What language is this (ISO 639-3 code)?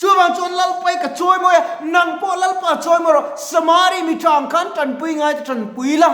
lus